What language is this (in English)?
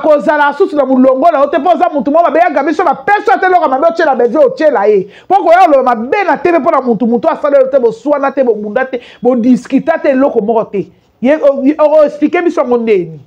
Lingala